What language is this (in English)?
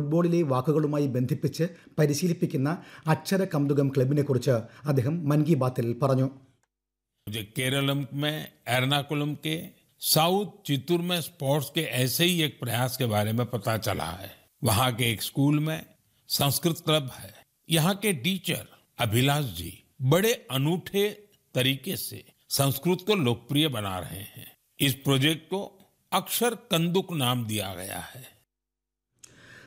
Malayalam